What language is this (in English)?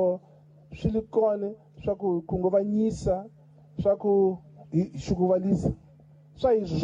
Tsonga